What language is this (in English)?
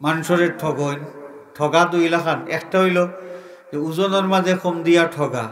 Sylheti